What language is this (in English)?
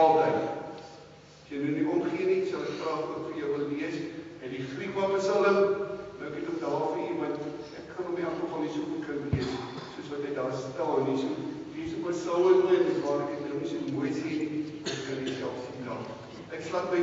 Afrikaans